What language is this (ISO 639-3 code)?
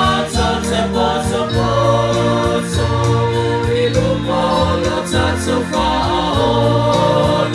smo